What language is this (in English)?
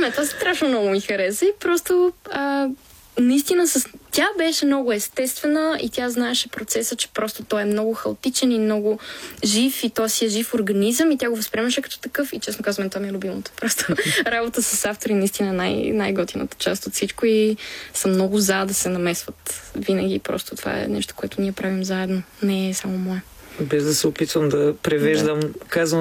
Bulgarian